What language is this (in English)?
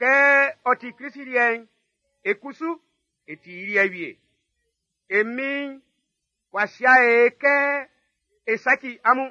Baoulé